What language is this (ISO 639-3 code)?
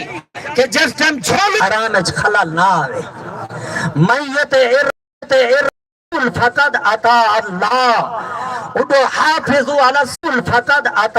skr